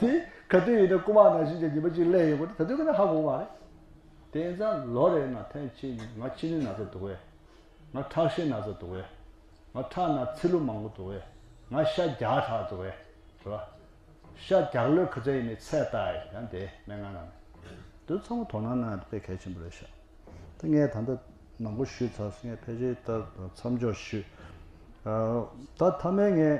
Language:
Tibetan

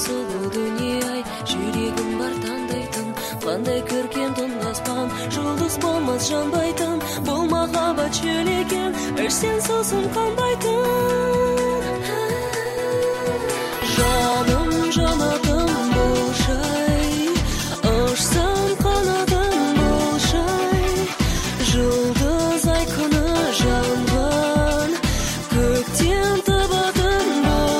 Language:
Kazakh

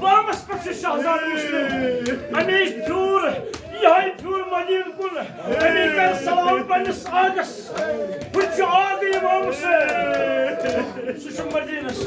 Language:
Kashmiri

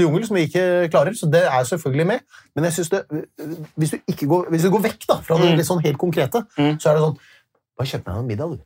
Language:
Norwegian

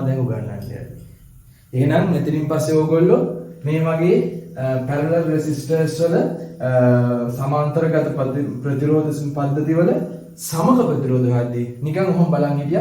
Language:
Sinhala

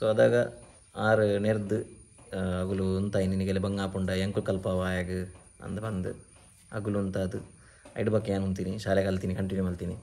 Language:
Tulu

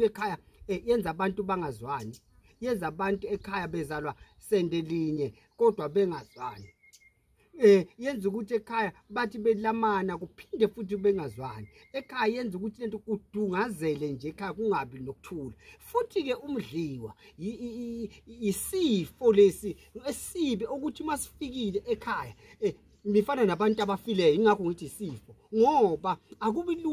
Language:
Zulu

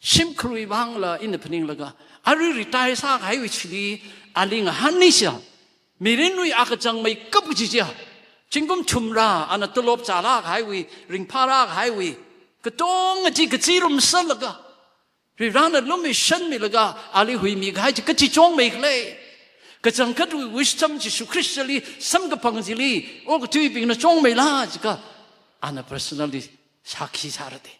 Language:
Tangkhul Naga (India)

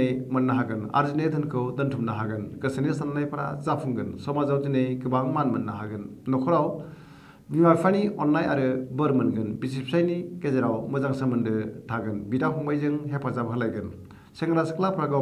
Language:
Bodo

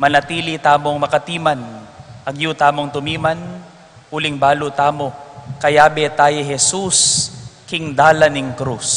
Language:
Pampanga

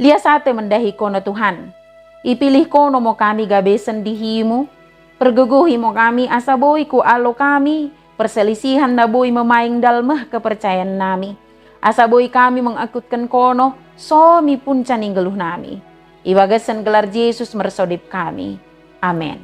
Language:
Batak Dairi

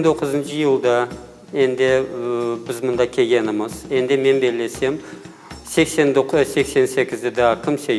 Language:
Crimean Tatar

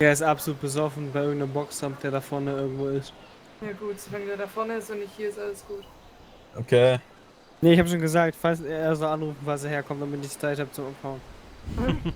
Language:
Swiss German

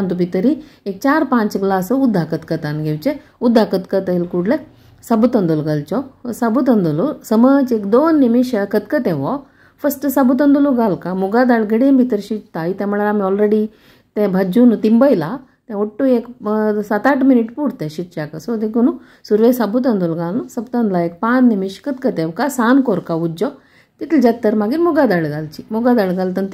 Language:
Konkani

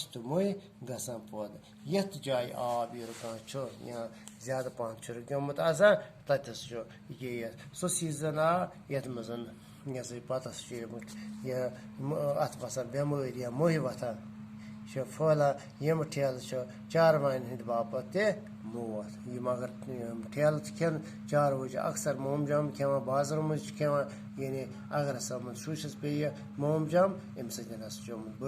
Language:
Kashmiri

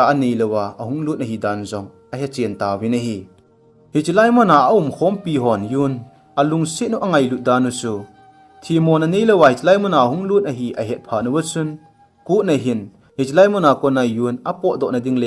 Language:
Thado Chin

